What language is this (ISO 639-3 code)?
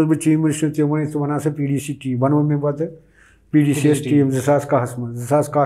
kas